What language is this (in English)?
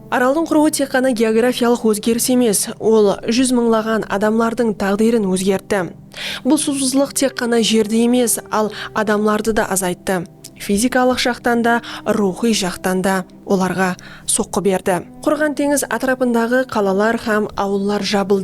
Kara-Kalpak